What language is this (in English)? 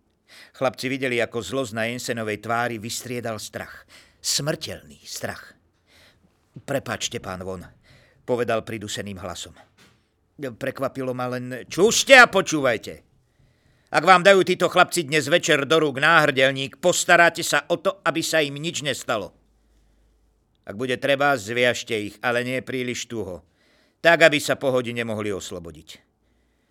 Slovak